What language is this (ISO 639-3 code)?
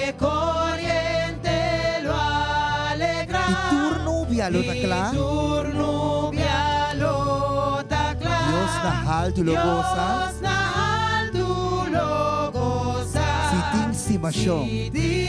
pap